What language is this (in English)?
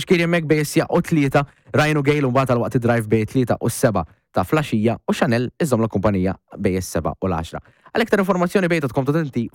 Maltese